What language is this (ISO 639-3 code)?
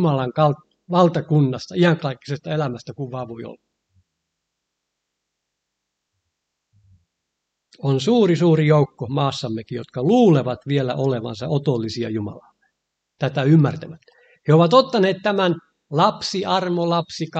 fin